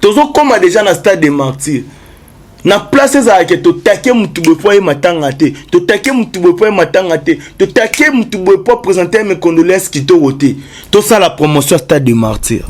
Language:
Lingala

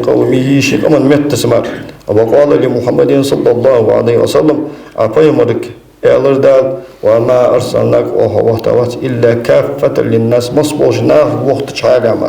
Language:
Ingush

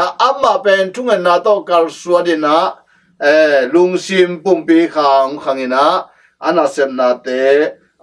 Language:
Tedim Chin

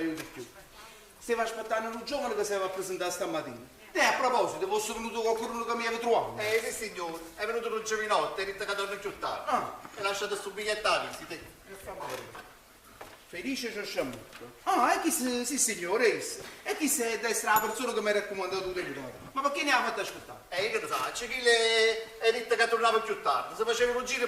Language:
Neapolitan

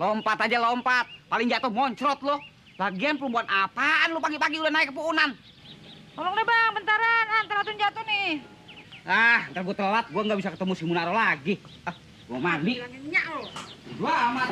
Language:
Betawi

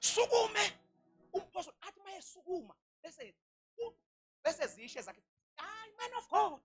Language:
Zulu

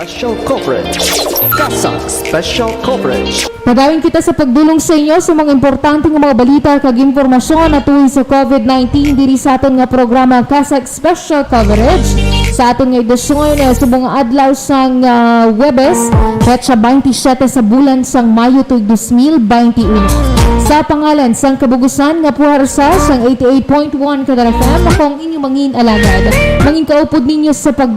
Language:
Hiligaynon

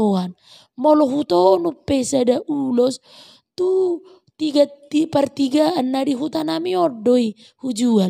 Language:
Batak Toba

